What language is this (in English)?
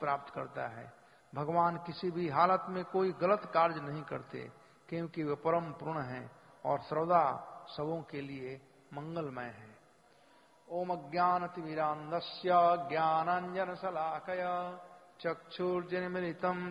Hindi